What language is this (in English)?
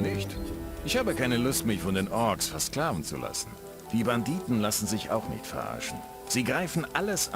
Bavarian